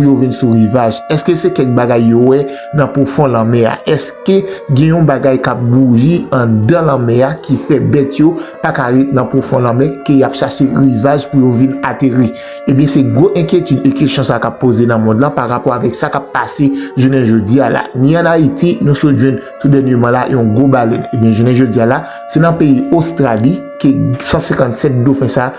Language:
Haitian Creole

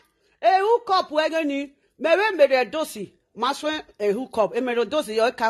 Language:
Nigerian Pidgin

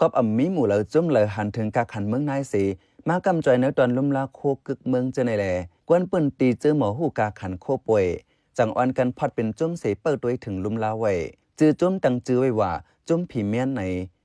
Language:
Shan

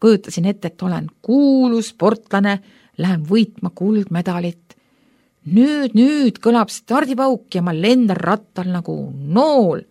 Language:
Estonian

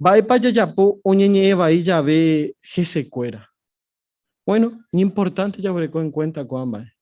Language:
Guarani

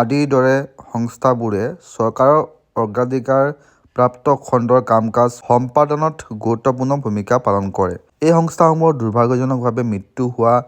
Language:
Assamese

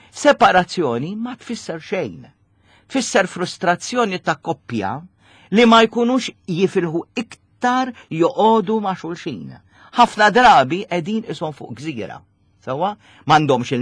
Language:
Maltese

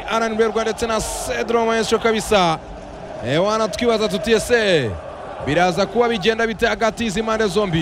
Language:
Kinyarwanda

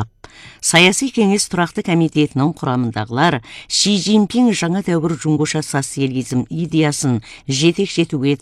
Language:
Kazakh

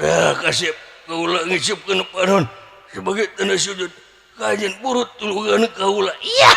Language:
Sundanese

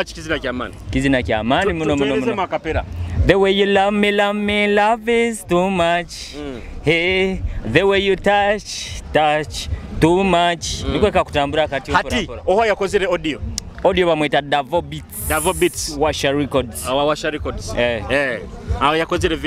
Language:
Nyoro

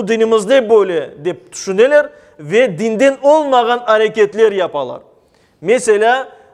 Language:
Crimean Tatar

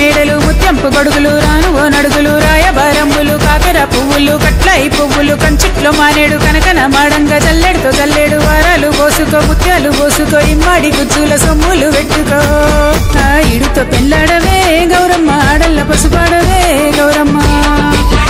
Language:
Telugu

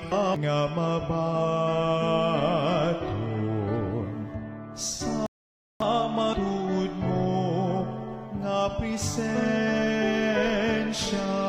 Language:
Hiligaynon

